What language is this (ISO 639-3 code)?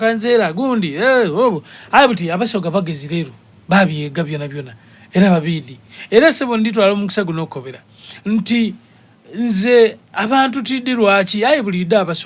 xog